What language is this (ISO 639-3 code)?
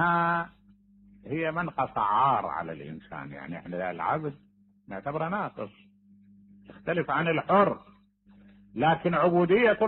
acm